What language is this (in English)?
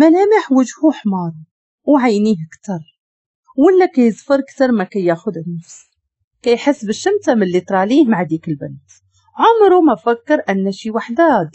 Moroccan Arabic